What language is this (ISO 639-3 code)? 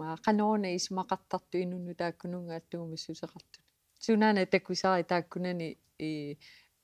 kal